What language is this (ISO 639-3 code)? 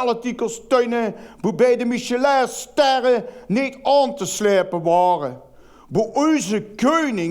lim